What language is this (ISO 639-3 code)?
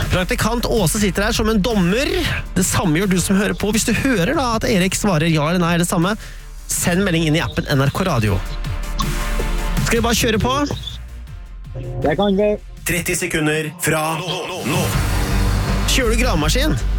nor